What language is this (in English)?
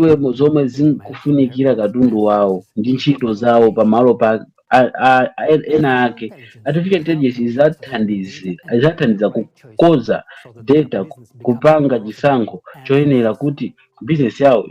Nyanja